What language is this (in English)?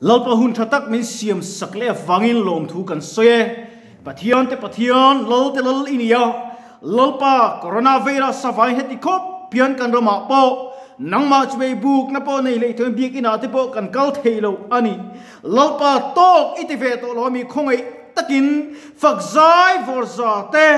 Mizo